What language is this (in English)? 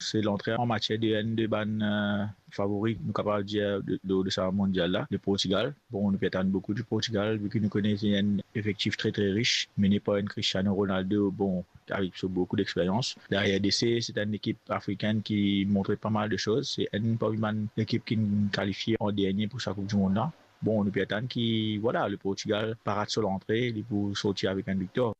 Morisyen